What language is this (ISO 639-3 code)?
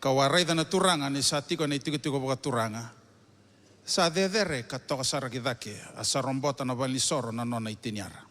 fij